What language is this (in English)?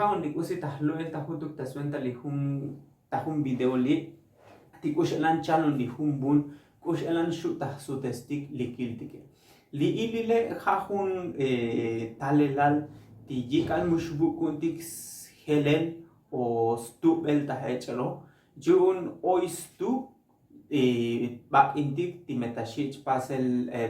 Tzotzil